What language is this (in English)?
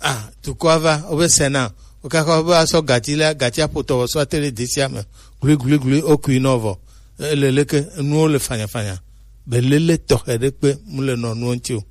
Gen